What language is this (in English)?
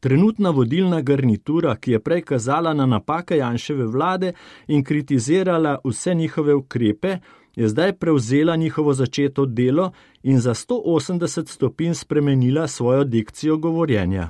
Slovenian